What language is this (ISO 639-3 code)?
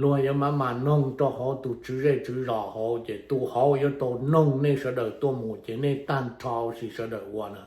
hmn